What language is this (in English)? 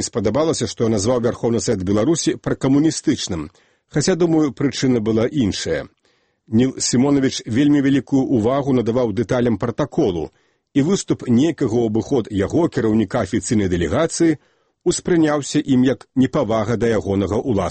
Belarusian